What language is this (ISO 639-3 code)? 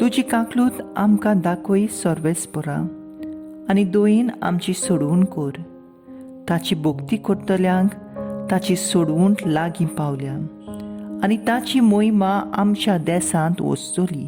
kok